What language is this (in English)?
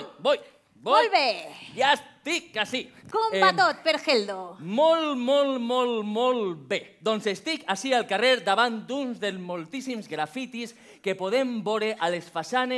Catalan